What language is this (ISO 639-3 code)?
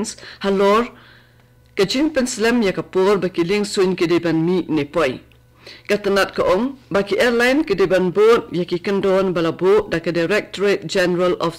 kha